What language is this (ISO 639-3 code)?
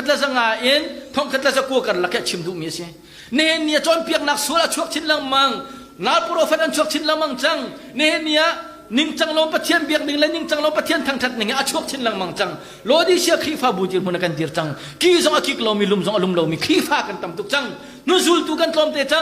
cnh